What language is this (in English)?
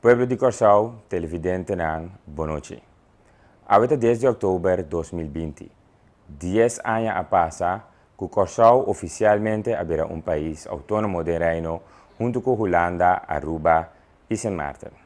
Papiamento